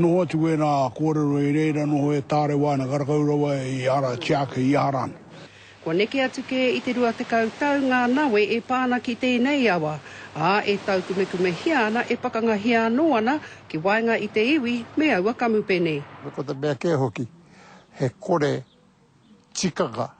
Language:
Māori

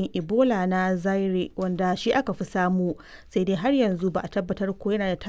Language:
Hausa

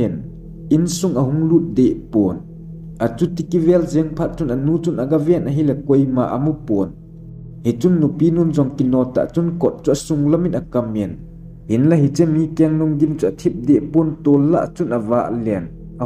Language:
Thado Chin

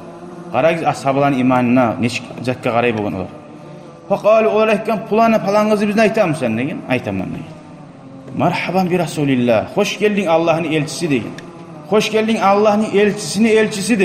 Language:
Kumyk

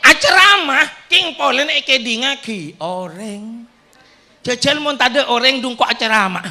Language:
Madurese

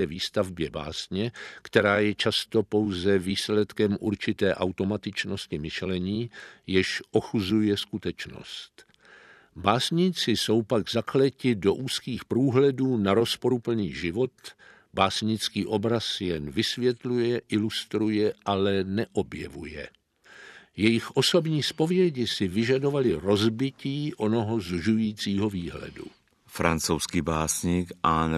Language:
Czech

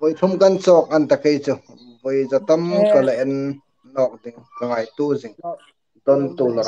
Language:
Hmar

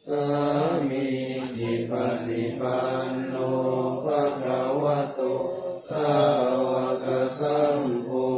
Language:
Pali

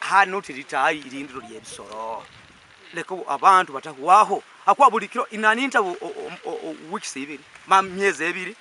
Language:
Nyankole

